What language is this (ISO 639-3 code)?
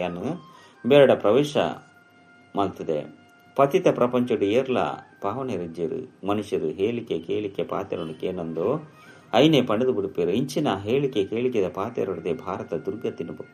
tcy